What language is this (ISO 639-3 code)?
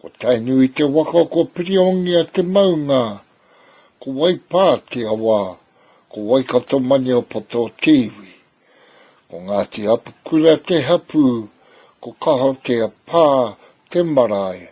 mri